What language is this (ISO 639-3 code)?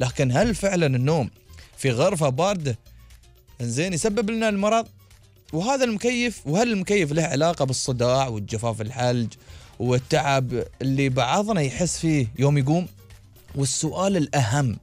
afb